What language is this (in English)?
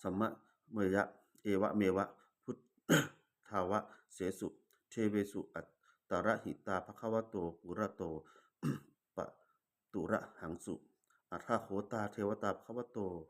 Pali